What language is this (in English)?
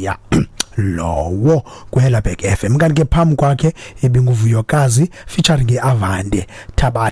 Xhosa